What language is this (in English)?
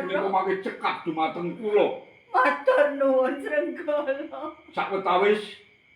Javanese